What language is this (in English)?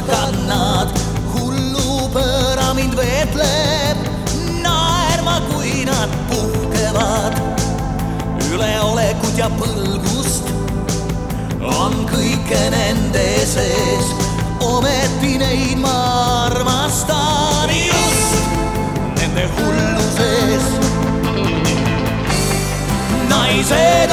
Estonian